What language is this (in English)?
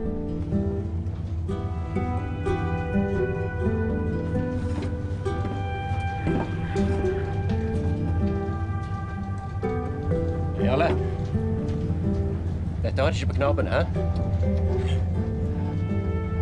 Norwegian